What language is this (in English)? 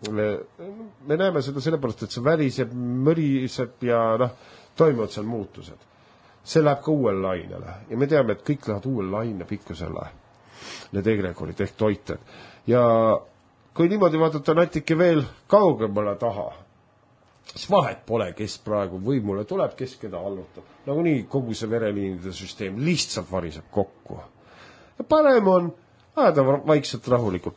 Estonian